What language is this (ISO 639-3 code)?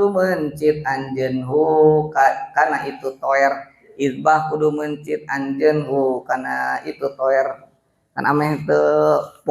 sun